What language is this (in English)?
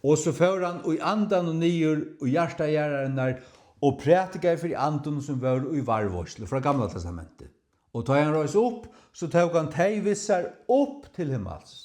Faroese